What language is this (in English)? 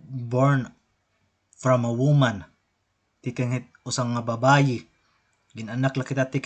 Waray